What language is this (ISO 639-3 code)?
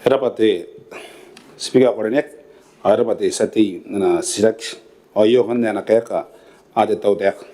gil